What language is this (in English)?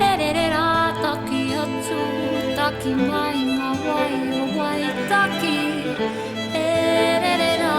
Māori